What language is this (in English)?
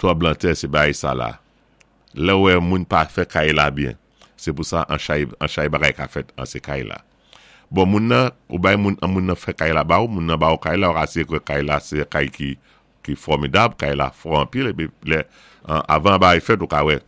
Saint Lucian Creole French